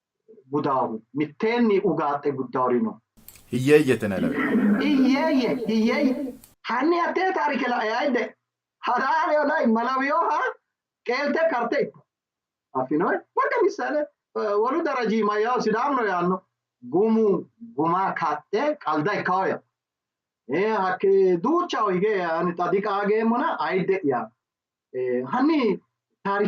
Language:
Sidamo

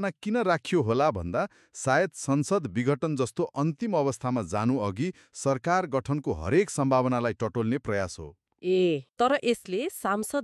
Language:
Nepali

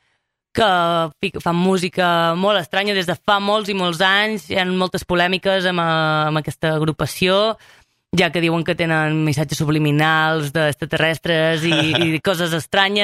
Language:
Catalan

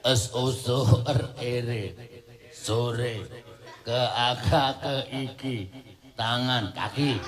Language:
Javanese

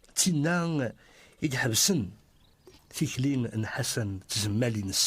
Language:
Kabyle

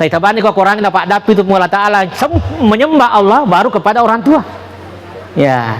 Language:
Buginese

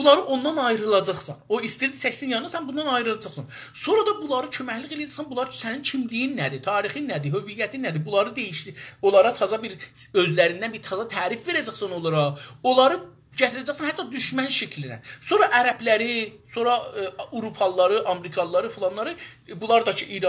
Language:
South Azerbaijani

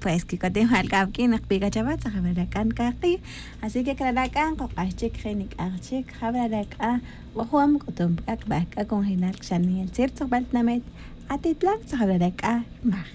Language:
Tz'utujil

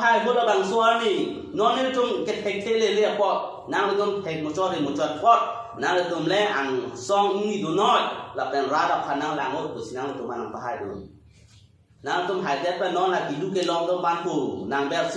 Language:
Karbi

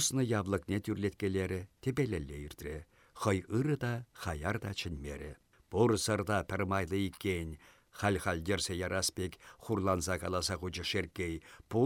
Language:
Chuvash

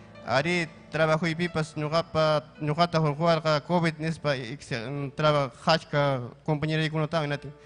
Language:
Ayacucho Quechua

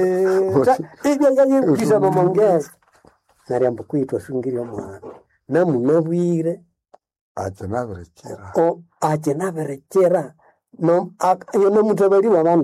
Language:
Nande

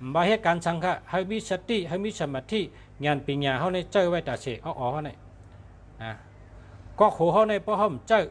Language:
Shan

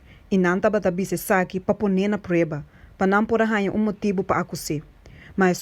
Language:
Papiamento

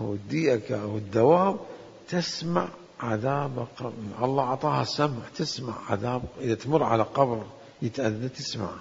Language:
Mesopotamian Arabic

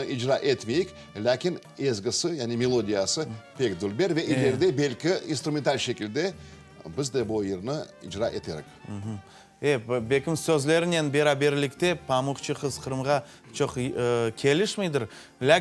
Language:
Crimean Tatar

